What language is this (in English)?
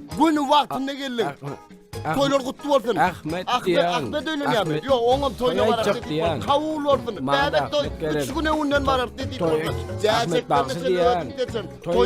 Turkmen